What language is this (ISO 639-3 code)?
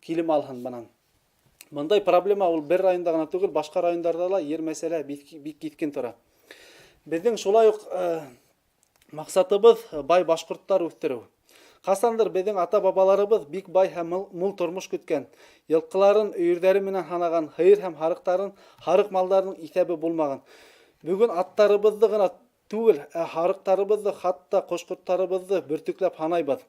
bak